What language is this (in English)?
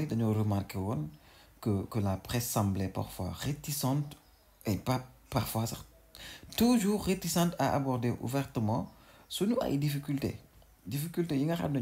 Wolof